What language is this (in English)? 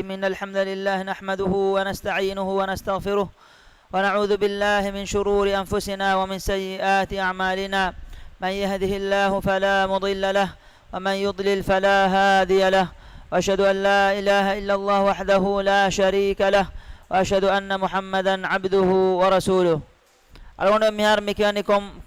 Divehi